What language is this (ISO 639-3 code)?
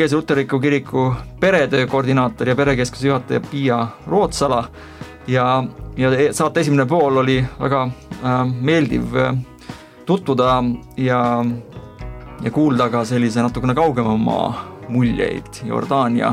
est